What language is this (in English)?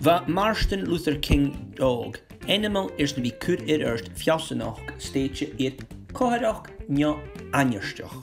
Scottish Gaelic